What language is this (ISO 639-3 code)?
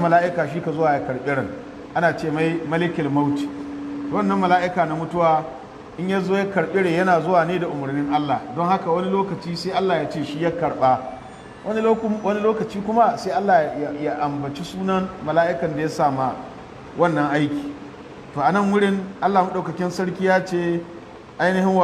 hau